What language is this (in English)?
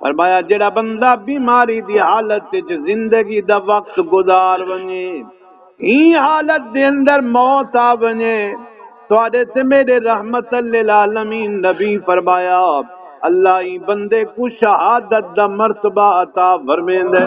Saraiki